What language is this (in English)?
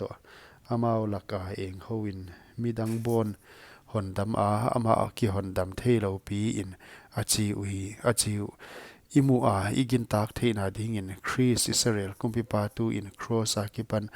Paite Chin